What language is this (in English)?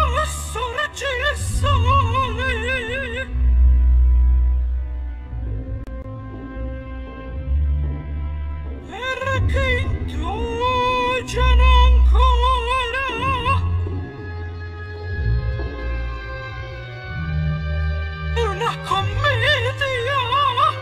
Italian